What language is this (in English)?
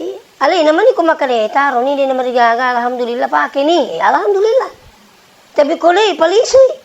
Buginese